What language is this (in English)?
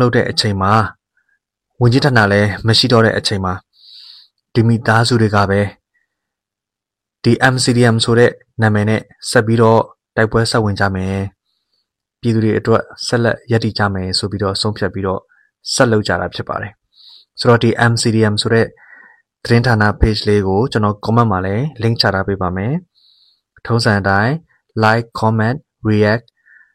Burmese